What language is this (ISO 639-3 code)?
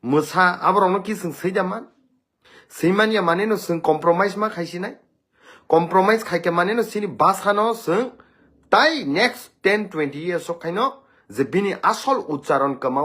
trp